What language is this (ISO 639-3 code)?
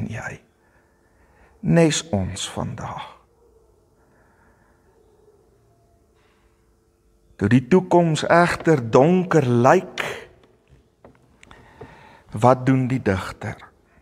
afr